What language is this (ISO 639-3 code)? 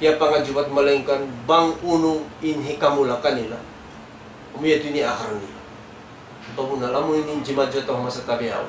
tsg